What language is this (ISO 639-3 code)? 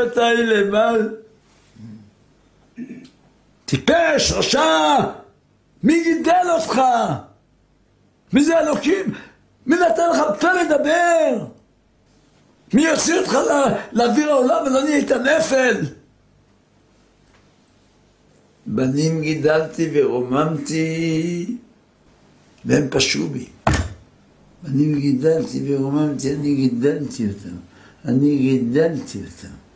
heb